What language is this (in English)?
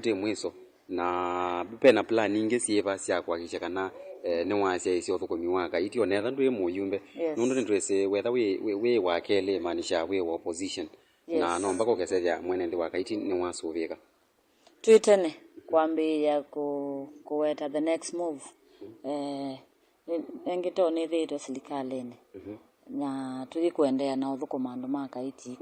Kamba